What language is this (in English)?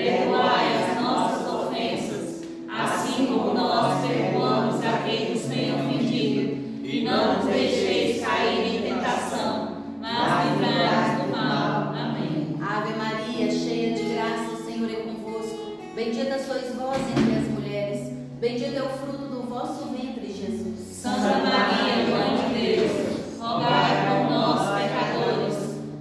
Portuguese